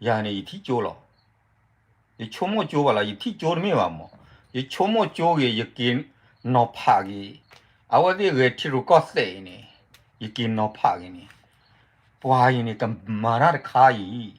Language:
S'gaw Karen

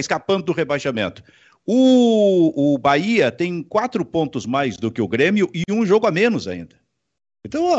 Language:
Portuguese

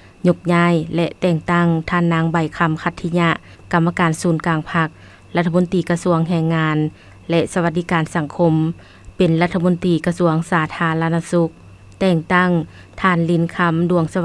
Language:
Lao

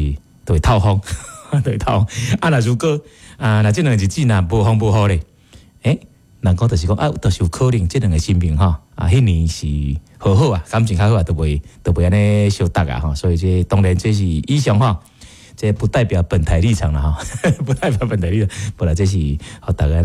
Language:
Min Nan Chinese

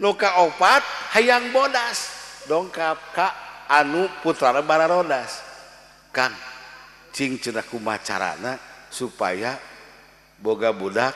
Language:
Sundanese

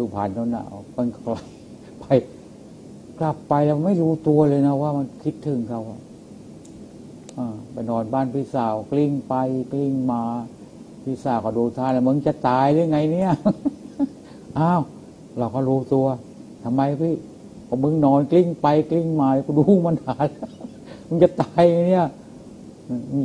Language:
Thai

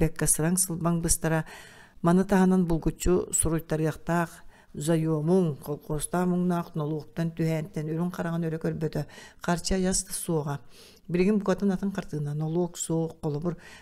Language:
Yakut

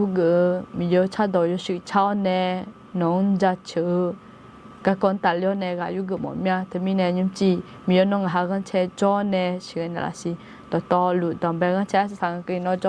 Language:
Akha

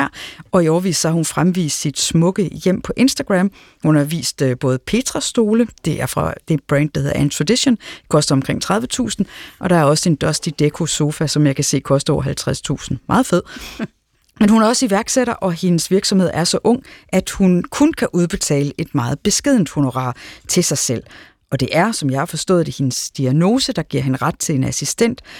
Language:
Danish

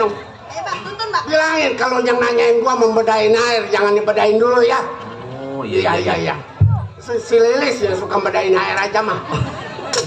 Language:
Betawi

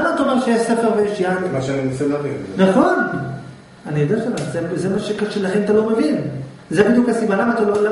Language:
Hebrew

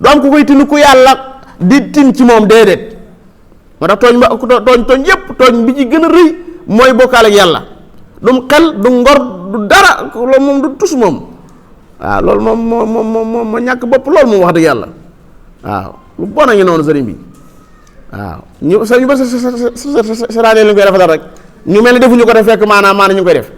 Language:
Wolof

